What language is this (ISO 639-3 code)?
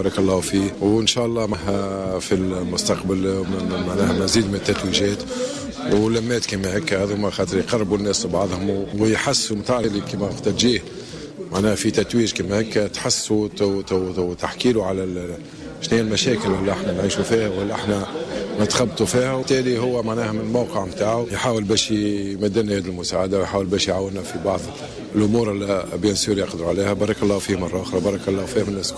aeb